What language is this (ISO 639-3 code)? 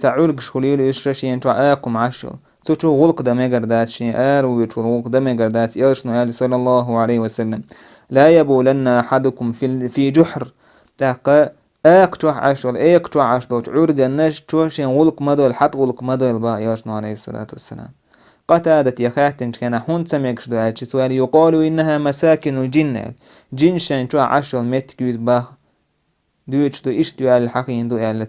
che